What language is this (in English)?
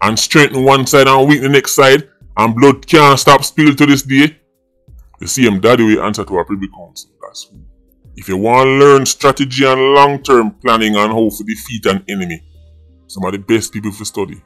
Jamaican Creole English